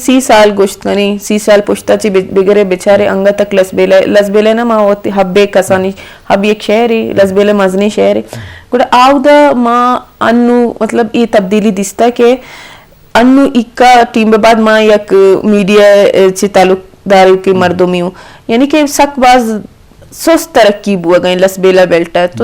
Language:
Eastern Balochi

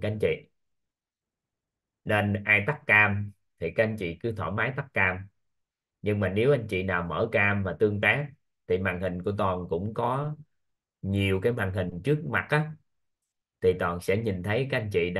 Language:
Vietnamese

